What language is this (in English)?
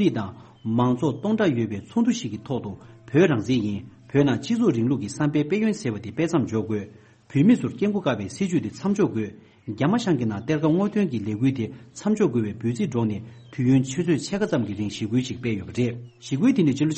Tibetan